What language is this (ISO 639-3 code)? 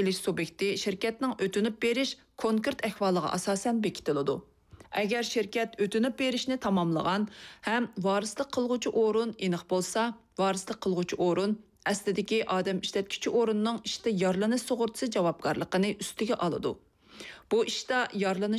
uig